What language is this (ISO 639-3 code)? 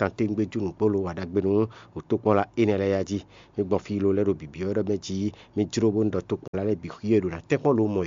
fon